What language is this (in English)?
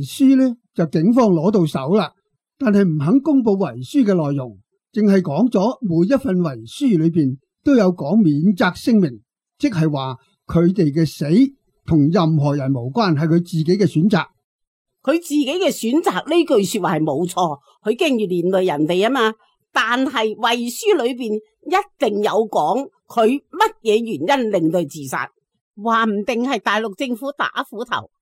Cantonese